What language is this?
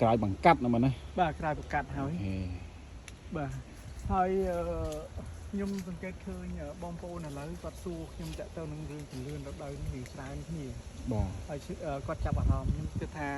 Khmer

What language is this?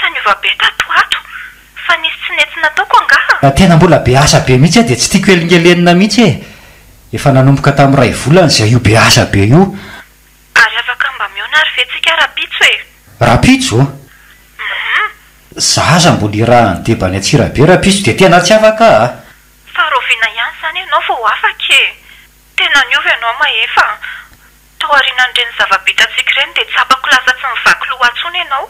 Malagasy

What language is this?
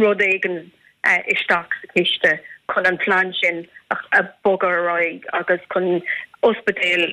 Irish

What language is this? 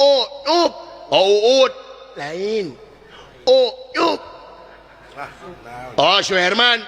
Sundanese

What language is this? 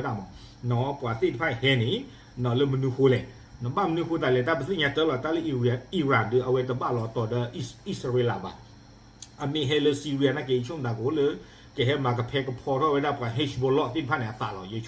S'gaw Karen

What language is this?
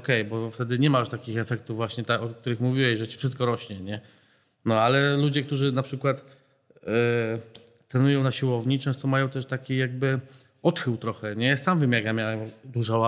Polish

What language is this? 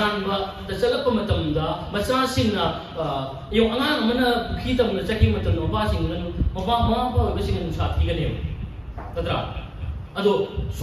Manipuri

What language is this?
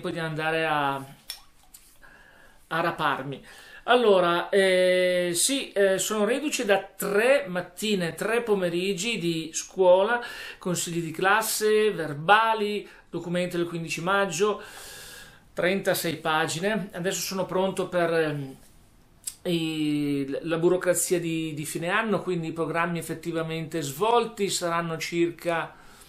Italian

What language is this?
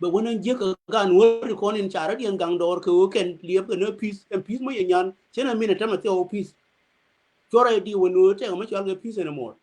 Nuer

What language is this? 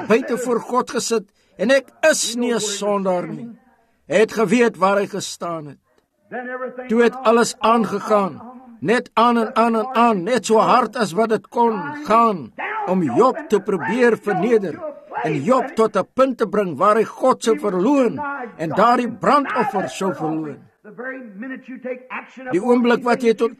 Afrikaans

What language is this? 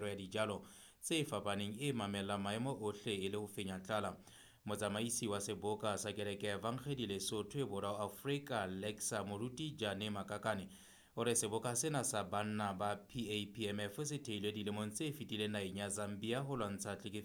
Southern Sotho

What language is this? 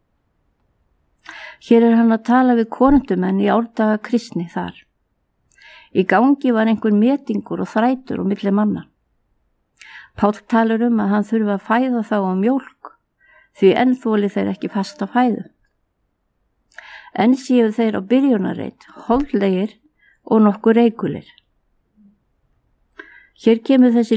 Icelandic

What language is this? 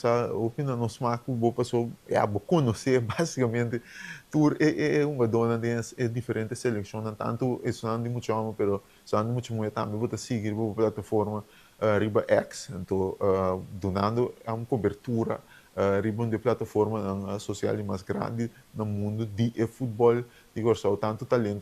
Papiamento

